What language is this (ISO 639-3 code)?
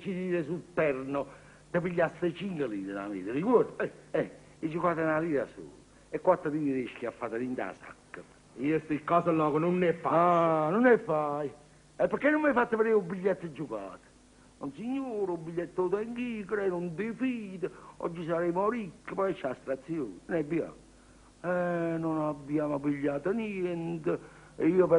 nap